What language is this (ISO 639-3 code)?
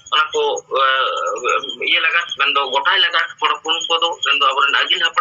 sat